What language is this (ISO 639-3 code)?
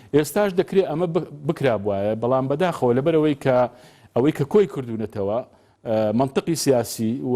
ckb